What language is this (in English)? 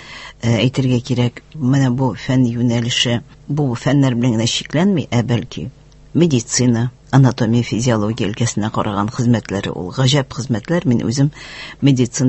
Tatar